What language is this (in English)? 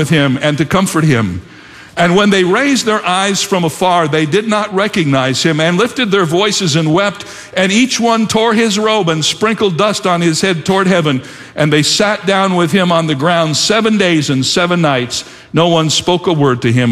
English